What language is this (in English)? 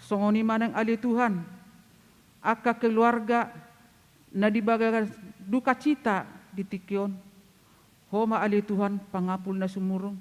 Batak Toba